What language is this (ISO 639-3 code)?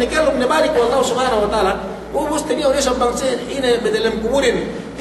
yka